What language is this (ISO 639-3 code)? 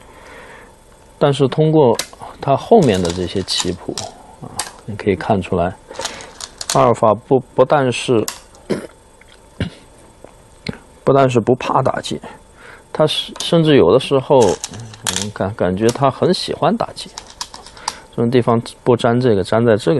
zho